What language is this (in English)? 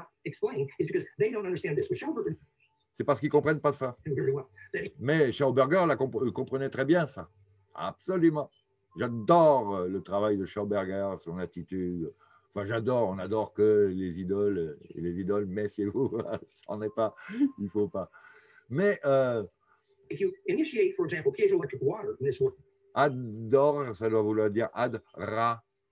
French